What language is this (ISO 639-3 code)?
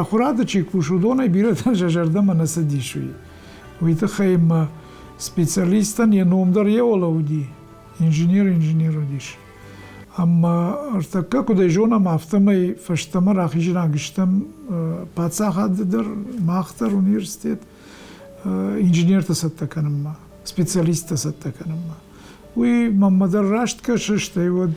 oss